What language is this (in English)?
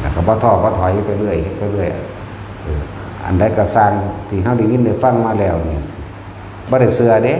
Northeastern Thai